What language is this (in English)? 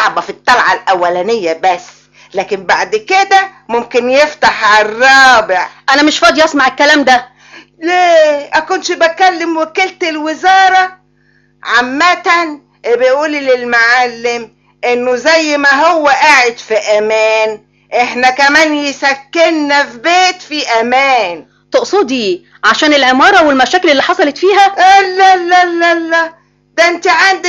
Egyptian Arabic